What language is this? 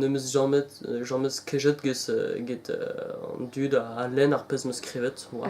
Breton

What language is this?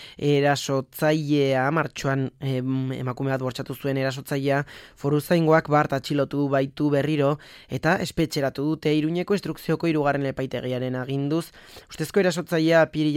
Basque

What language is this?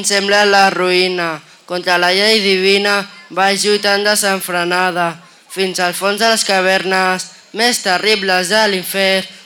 Catalan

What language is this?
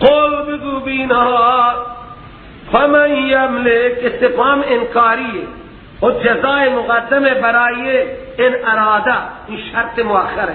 Persian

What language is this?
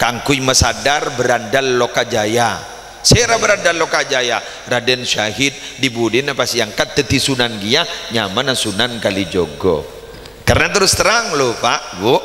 Madurese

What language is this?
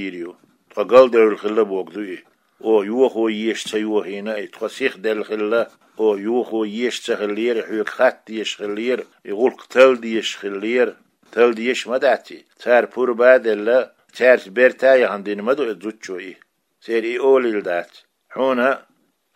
Chechen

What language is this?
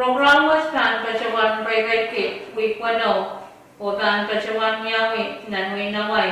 Pohnpeian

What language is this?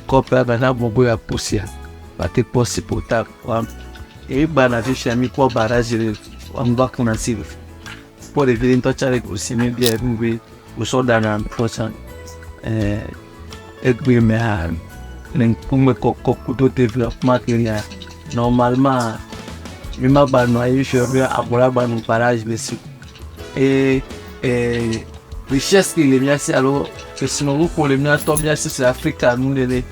Ewe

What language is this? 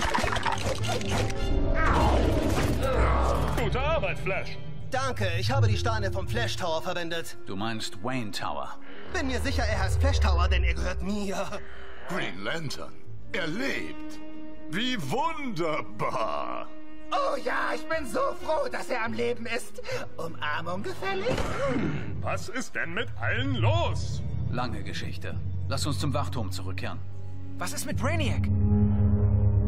German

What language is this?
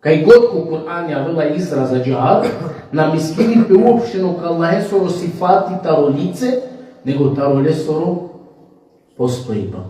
Balkan Romani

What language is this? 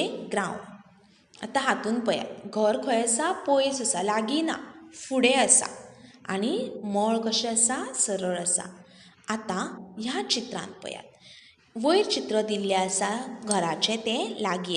Konkani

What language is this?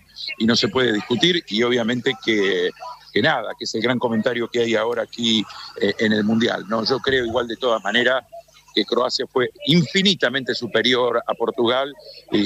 Spanish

